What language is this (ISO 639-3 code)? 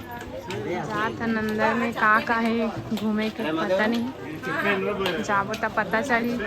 hne